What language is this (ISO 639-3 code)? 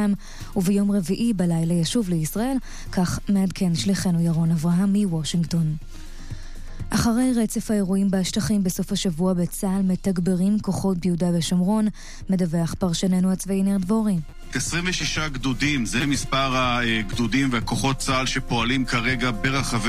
heb